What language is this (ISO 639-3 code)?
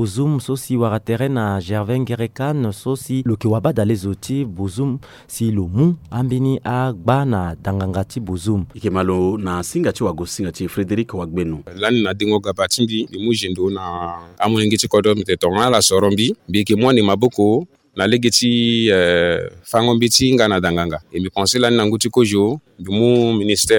sag